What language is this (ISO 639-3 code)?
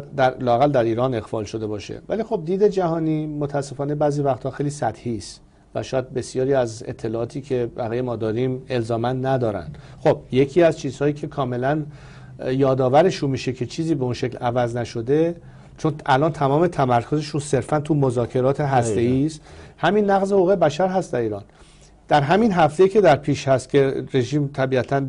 fas